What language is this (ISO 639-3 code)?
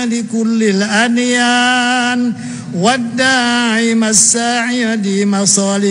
tha